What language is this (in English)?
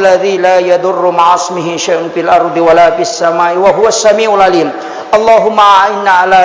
Buginese